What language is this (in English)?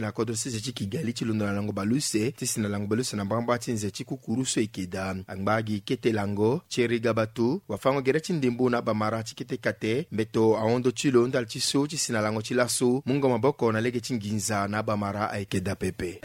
Sango